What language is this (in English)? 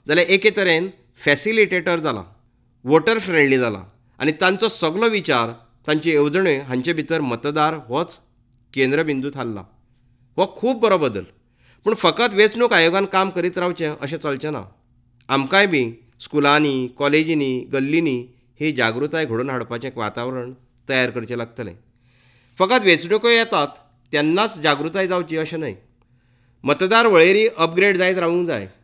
Konkani